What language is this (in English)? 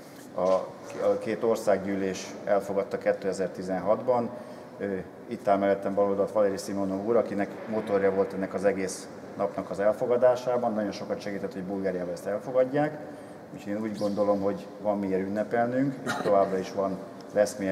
Hungarian